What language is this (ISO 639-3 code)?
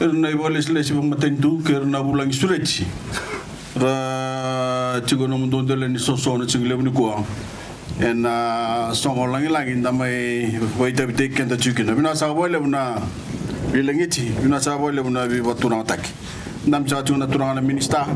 fij